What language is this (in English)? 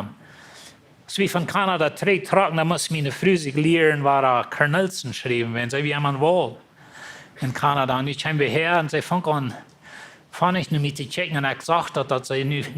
Plautdietsch